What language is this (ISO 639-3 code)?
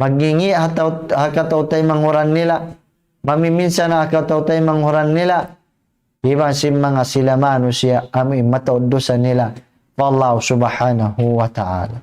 tsg